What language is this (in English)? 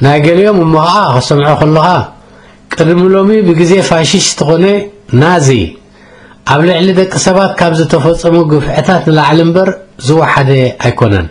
Tigrinya